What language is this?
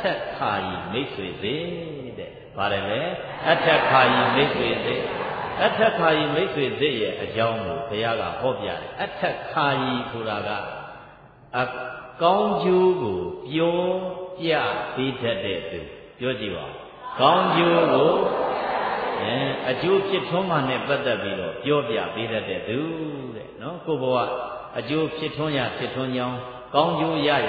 Burmese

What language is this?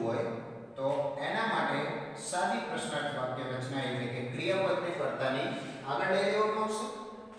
Gujarati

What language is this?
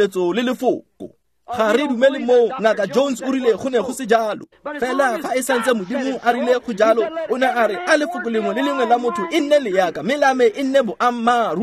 Tswana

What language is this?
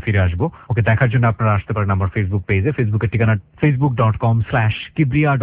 Bangla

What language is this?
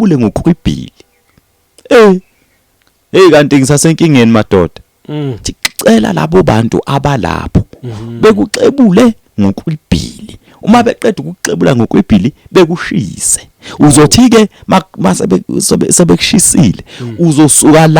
Zulu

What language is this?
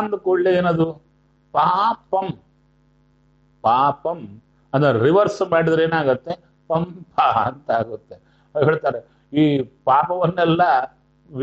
Kannada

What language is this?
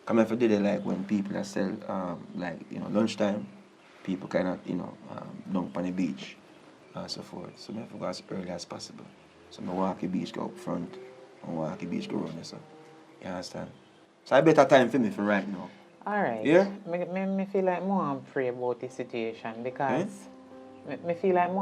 Jamaican Creole English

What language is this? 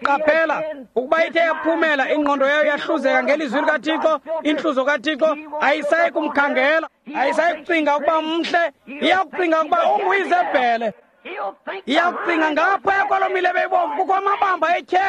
Xhosa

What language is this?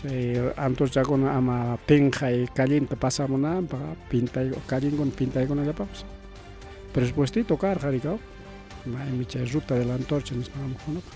Ayacucho Quechua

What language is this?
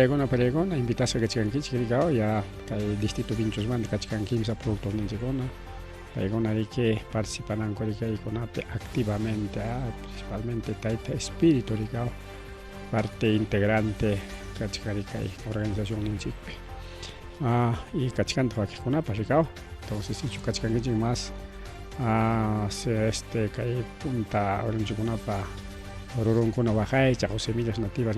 Ayacucho Quechua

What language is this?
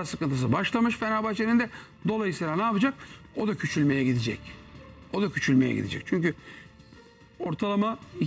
Turkish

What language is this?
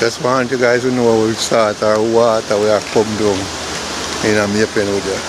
Jamaican Creole English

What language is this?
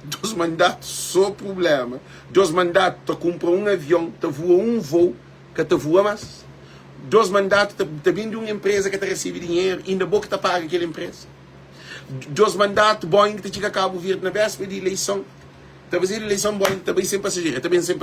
Kabuverdianu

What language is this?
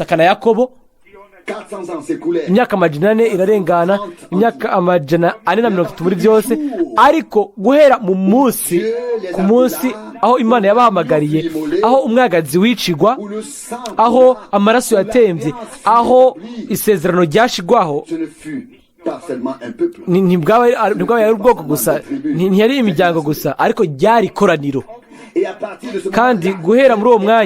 Rundi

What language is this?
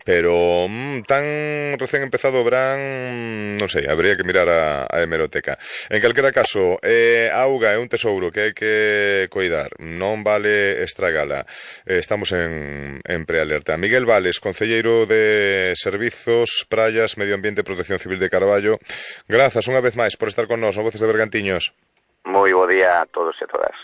Galician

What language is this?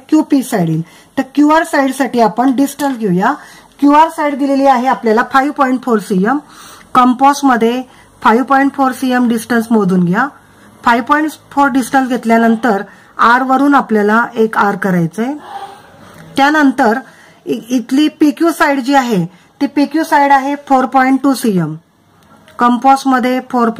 Marathi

